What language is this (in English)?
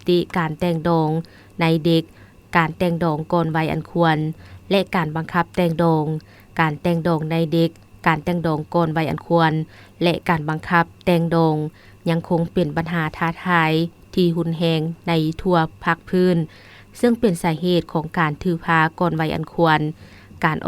Lao